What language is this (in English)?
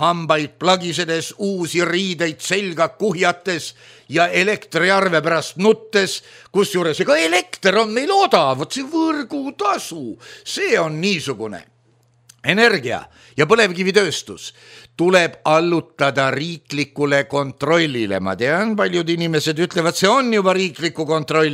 Estonian